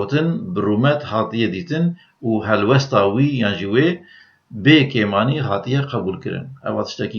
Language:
Kurdish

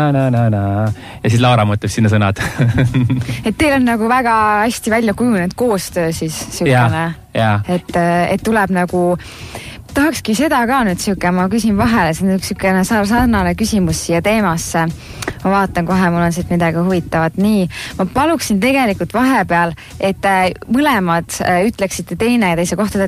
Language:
Estonian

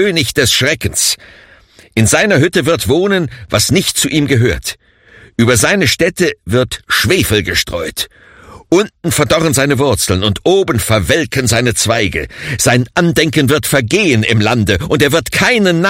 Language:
German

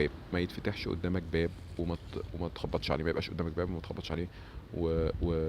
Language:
Egyptian Arabic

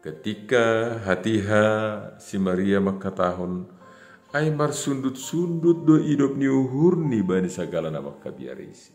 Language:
Batak Simalungun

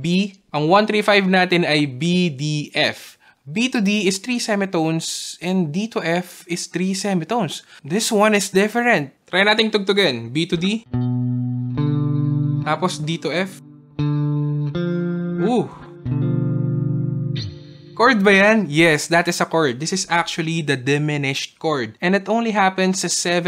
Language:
Filipino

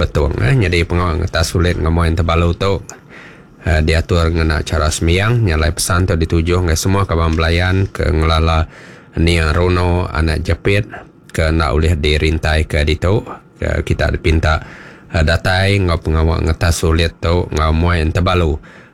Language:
Iban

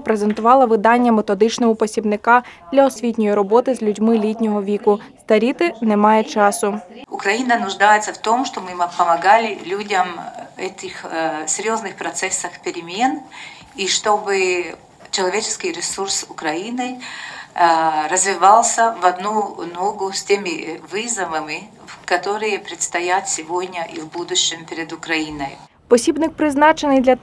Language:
Ukrainian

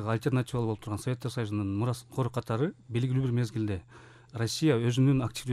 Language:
Kyrgyz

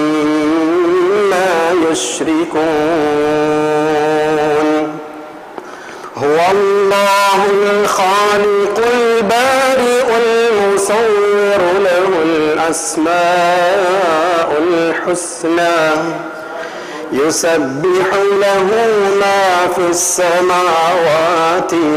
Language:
Arabic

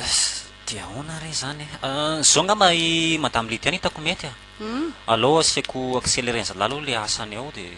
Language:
Malagasy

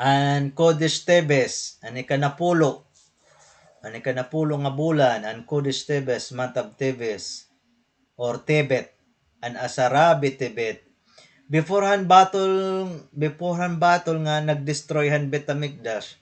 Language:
Waray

